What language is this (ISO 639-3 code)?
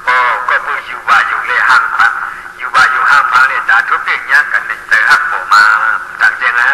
shn